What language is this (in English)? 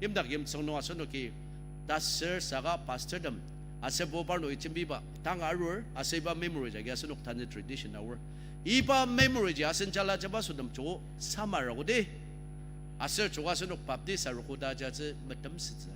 Ao Naga